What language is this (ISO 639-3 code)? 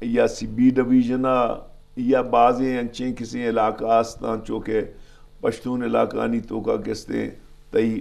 bgp